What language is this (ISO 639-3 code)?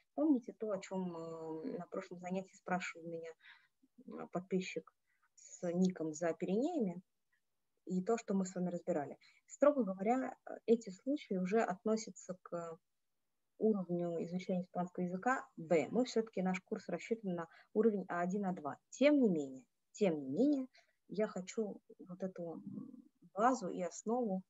rus